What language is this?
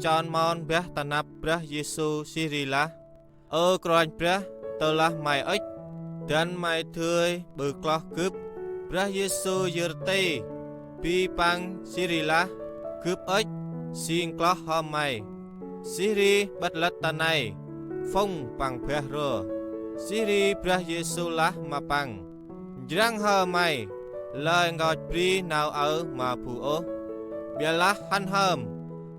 Central Mnong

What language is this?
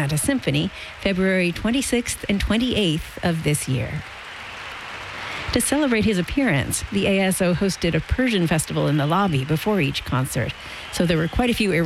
English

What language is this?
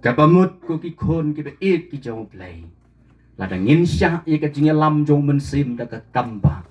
Khasi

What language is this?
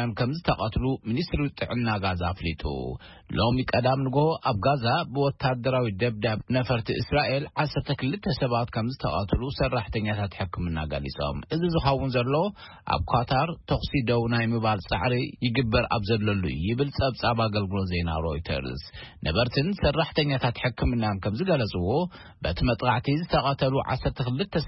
Tigrinya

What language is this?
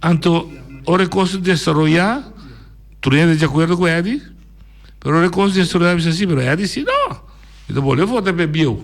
Papiamento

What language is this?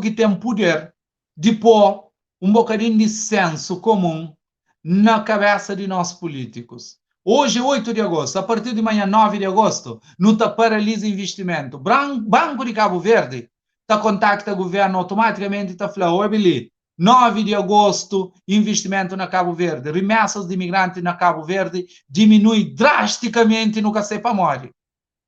Kabuverdianu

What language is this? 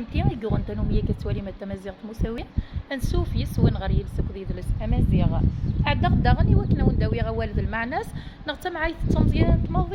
Kabyle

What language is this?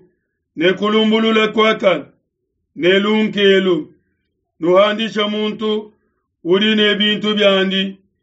Luba-Lulua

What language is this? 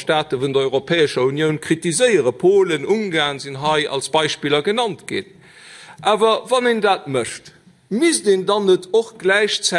Luxembourgish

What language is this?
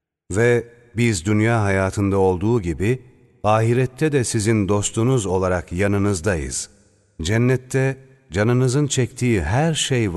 Turkish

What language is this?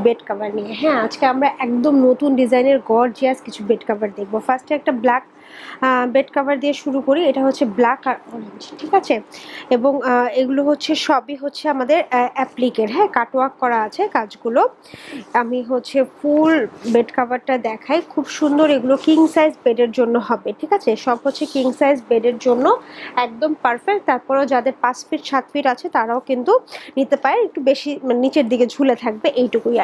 Bangla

